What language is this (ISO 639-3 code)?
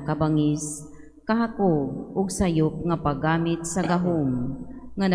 ceb